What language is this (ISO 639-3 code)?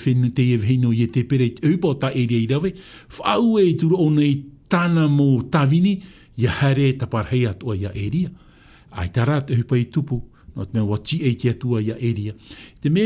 tah